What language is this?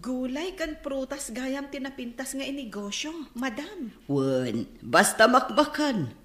Iloko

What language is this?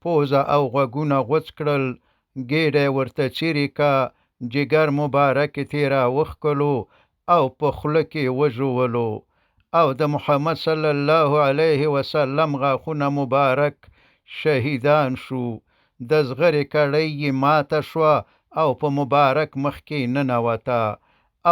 Pashto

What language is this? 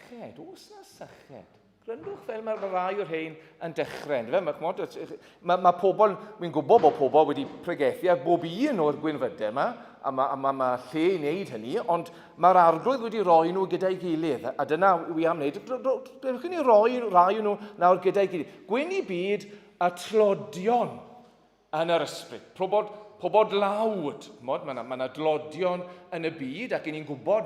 Welsh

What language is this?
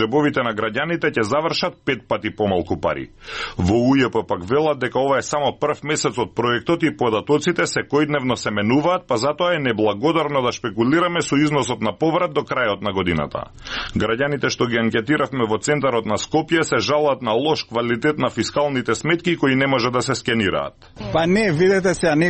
Macedonian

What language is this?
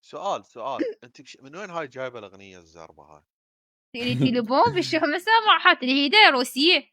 Mesopotamian Arabic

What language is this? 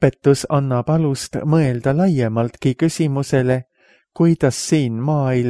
Estonian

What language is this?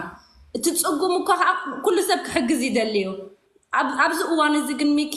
Tigrinya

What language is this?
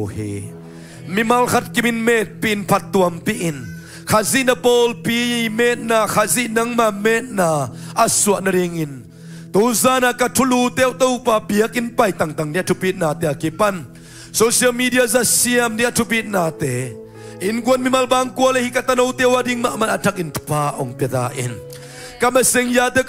Tedim Chin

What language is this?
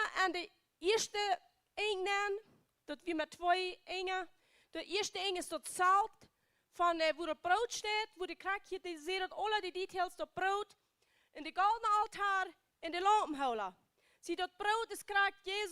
Plautdietsch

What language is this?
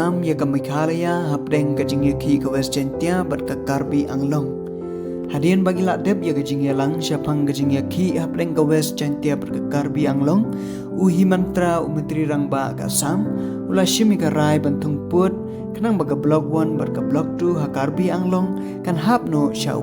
Khasi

